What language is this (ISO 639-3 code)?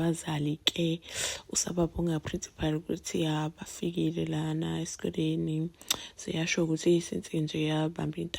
zul